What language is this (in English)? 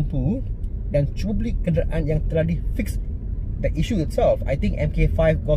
Malay